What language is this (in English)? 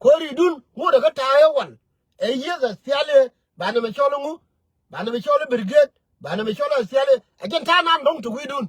Nuer